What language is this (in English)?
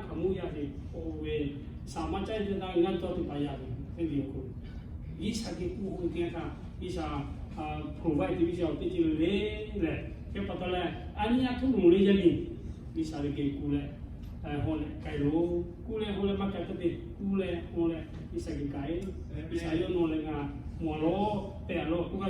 Lahu